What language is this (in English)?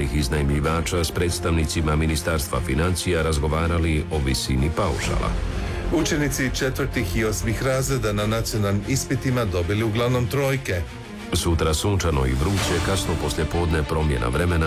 Croatian